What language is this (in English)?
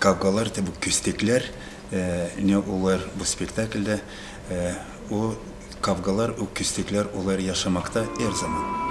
Gagauz